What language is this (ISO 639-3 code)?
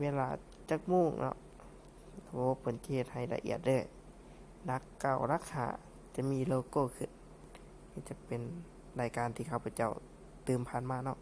lao